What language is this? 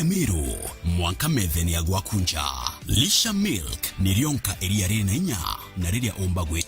Meru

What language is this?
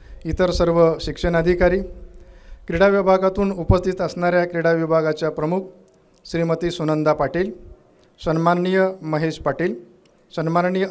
Marathi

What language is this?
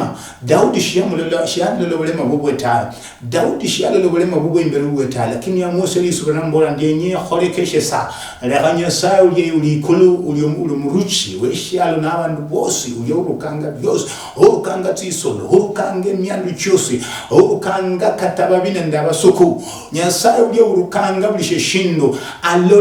Luyia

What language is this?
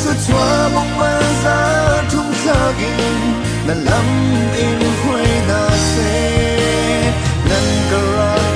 Hakha Chin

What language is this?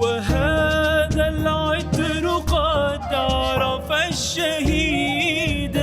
Mesopotamian Arabic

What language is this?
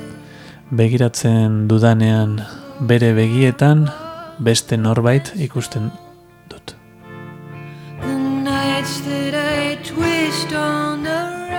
Basque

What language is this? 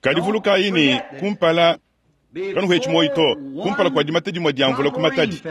Luba-Lulua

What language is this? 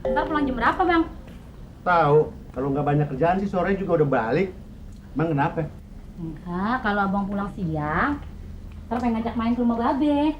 Betawi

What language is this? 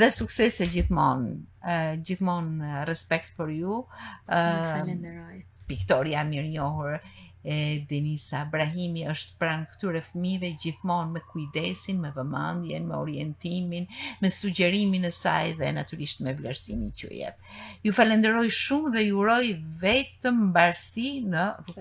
Albanian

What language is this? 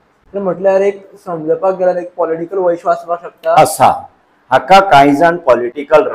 Konkani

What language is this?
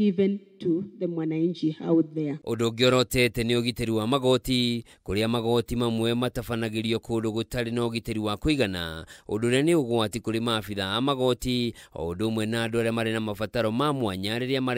Kikuyu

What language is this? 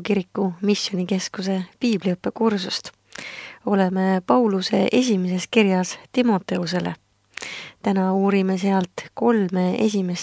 Estonian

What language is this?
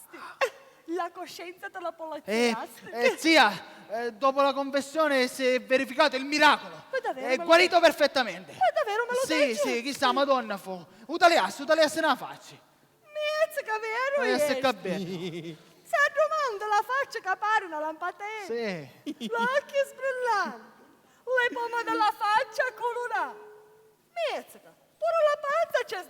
Sicilian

